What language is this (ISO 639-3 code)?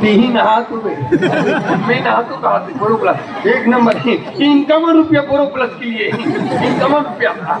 hne